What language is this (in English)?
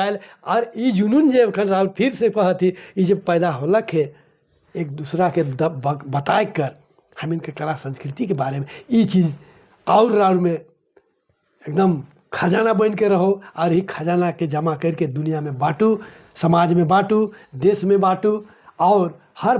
Sadri